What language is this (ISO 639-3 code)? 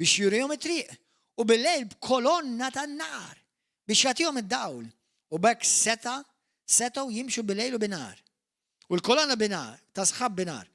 mlt